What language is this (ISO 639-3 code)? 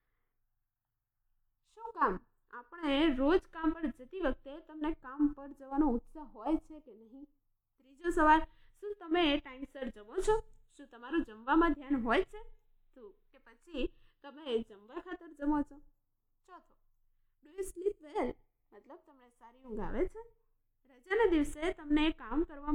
guj